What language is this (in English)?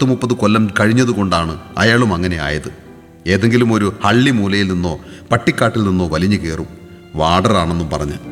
Malayalam